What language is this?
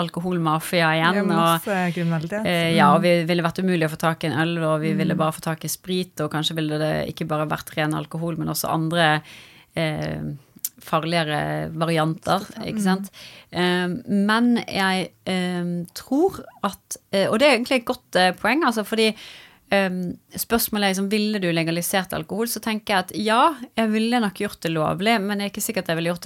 Norwegian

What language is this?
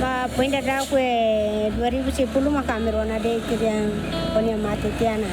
Tetum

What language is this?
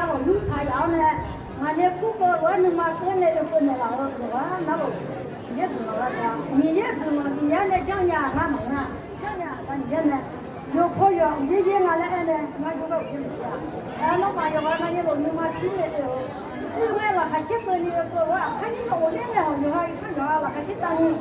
Akha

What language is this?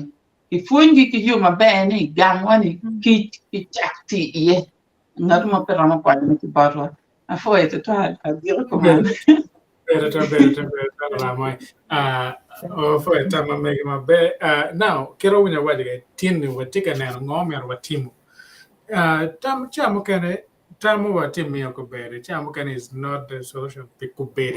Acoli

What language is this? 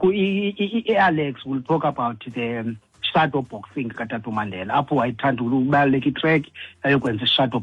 Xhosa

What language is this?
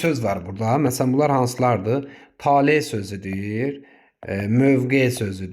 Azerbaijani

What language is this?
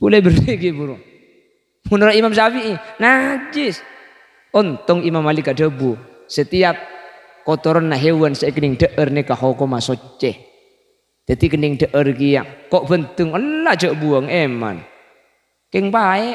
Madurese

